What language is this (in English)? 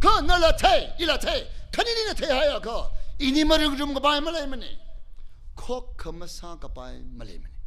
Tangkhul Naga (India)